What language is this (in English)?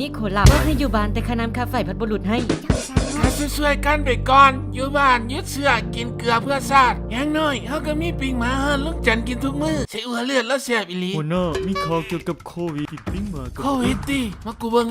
Lao